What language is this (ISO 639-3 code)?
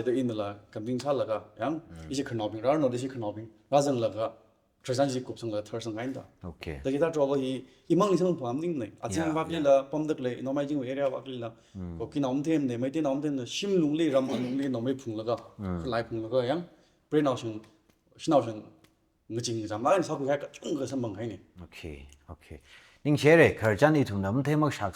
nmf